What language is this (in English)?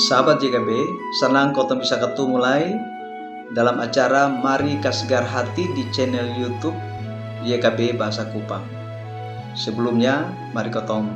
Kupang Malay